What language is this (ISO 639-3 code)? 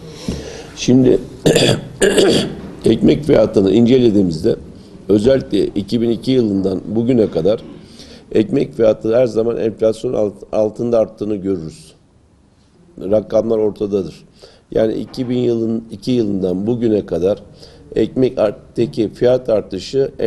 tur